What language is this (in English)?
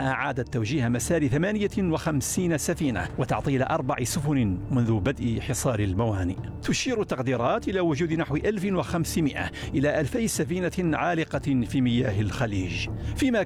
Arabic